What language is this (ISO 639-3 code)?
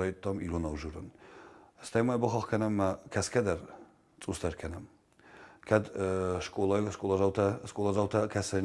oss